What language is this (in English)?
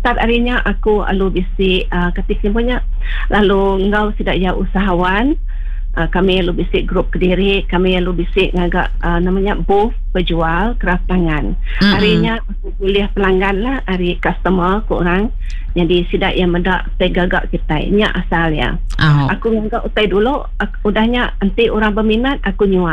Iban